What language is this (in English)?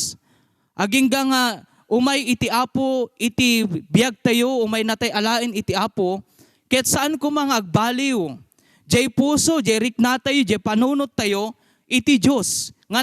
Iloko